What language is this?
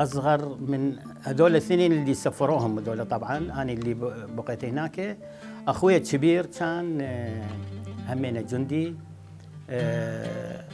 Mesopotamian Arabic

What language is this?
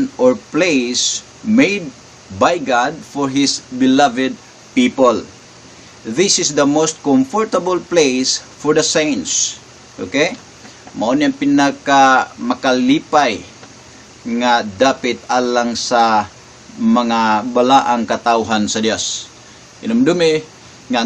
Cebuano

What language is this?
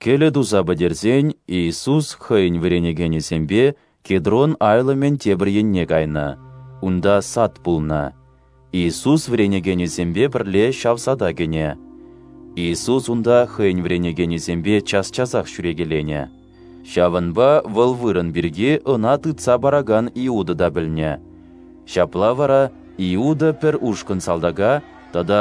Chuvash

